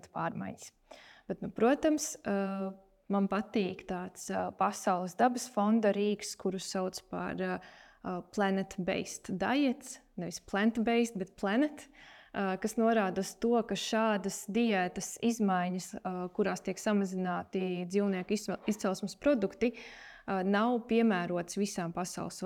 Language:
Latvian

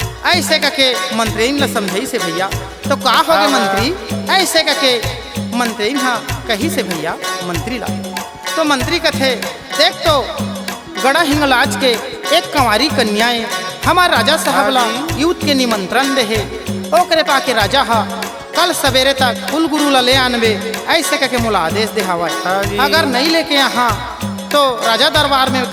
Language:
Chhattisgarhi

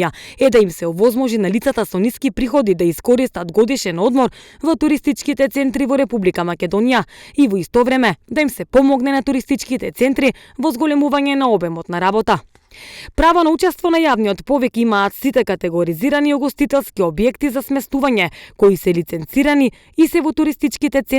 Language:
Macedonian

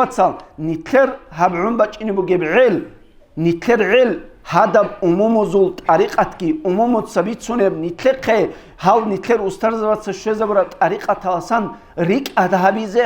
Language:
Avaric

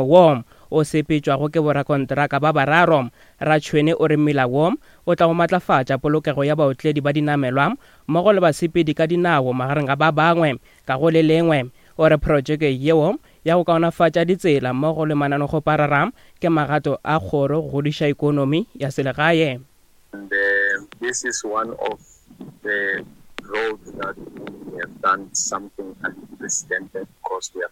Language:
Northern Sotho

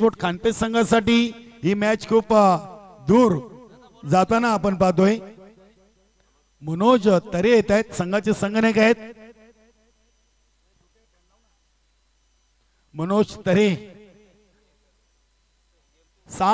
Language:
Marathi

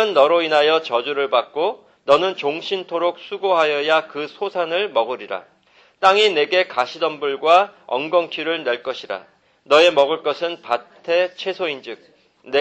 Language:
Korean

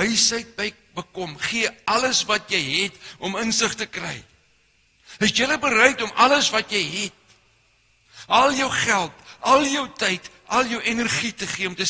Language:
Afrikaans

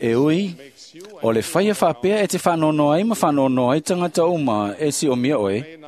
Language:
Samoan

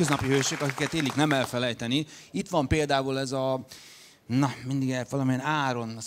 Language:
Hungarian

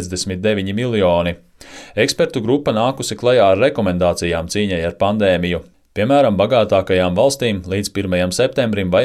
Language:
Latvian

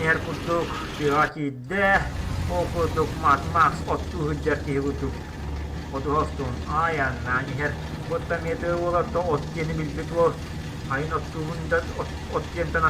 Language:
Yakut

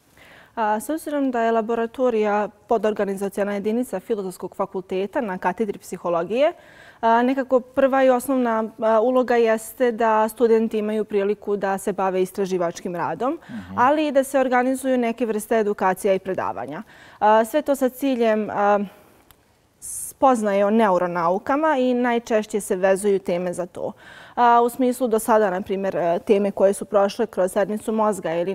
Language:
Bosnian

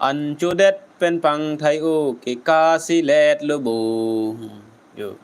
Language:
Karbi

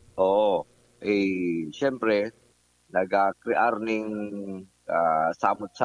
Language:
Bikol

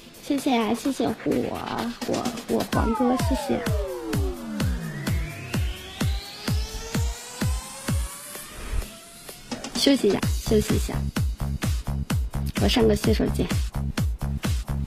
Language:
Chinese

